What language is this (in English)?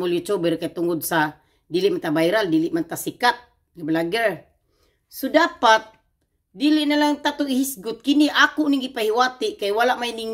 Cebuano